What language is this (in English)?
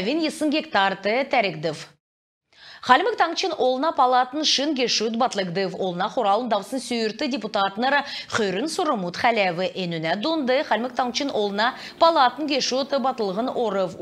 Kalmyk